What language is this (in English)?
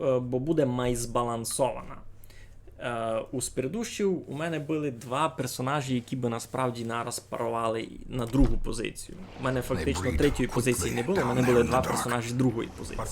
Rusyn